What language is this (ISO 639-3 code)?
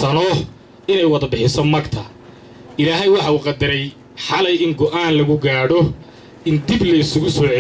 som